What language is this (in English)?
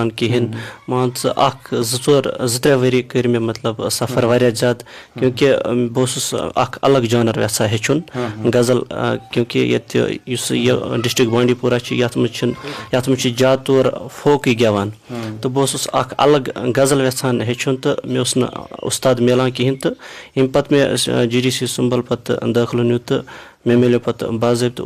Kashmiri